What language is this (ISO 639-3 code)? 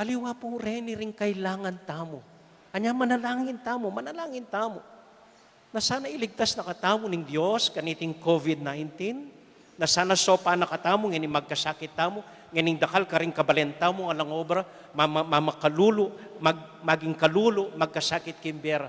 pam